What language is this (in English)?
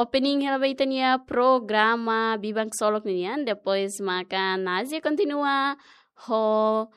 Tetum